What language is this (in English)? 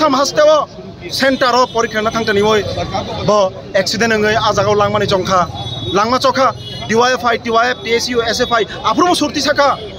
Kok Borok